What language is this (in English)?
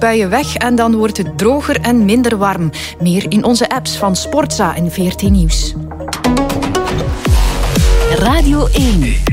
Dutch